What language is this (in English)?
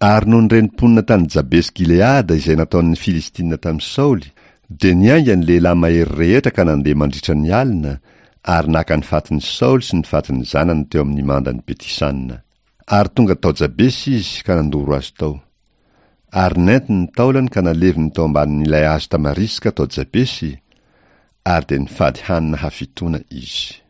Malagasy